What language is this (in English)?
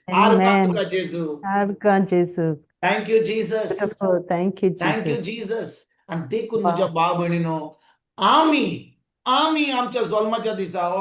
Konkani